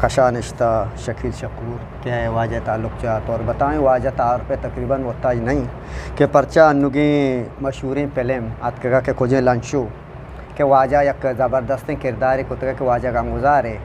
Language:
Eastern Balochi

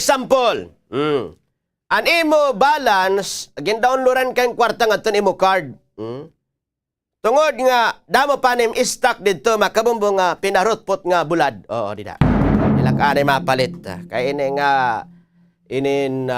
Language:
Waray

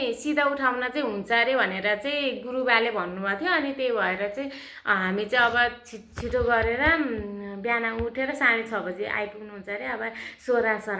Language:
Nepali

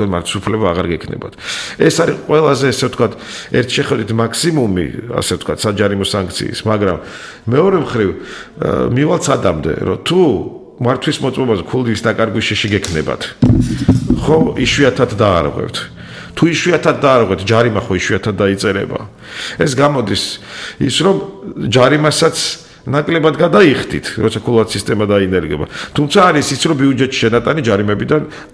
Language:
Georgian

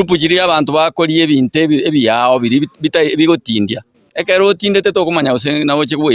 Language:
Gusii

